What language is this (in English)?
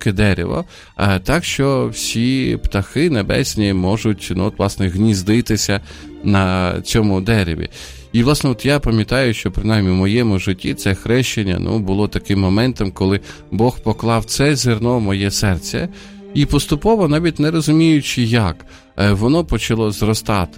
Ukrainian